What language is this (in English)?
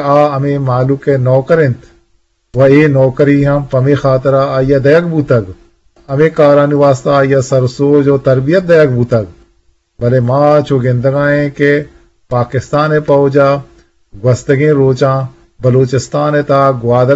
Eastern Balochi